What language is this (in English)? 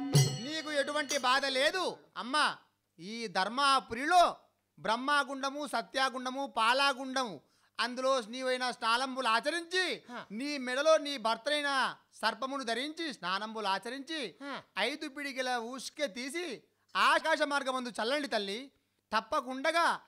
Telugu